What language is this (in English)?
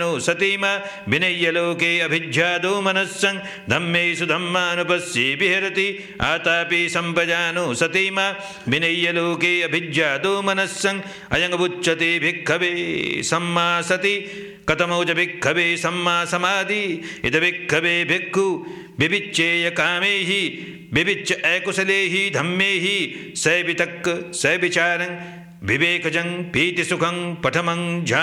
Pali